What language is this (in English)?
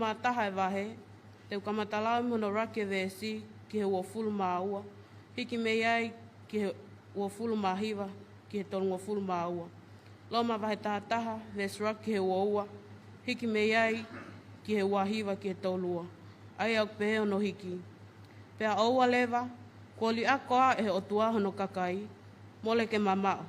Tongan